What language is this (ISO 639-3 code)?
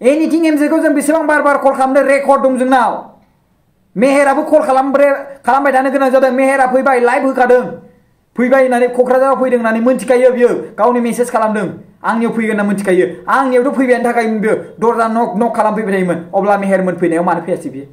brx